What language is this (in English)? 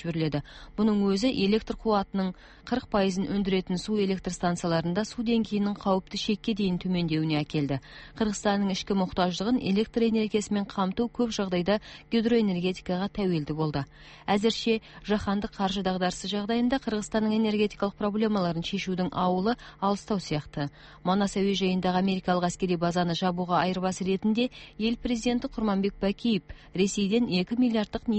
Kazakh